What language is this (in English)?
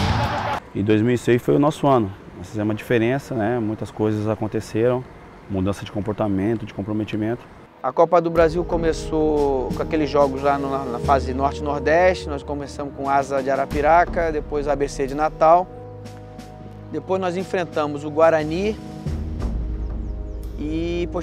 Portuguese